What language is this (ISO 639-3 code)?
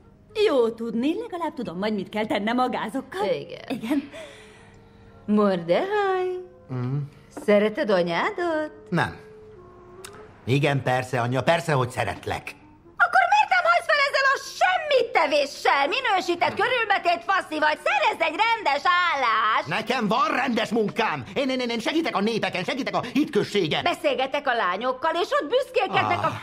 hun